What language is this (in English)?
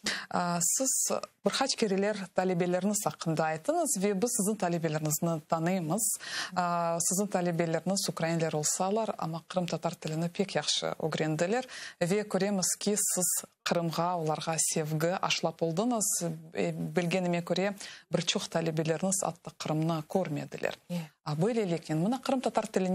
Crimean Tatar